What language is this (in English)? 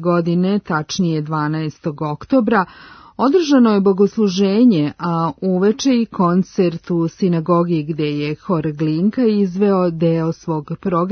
Serbian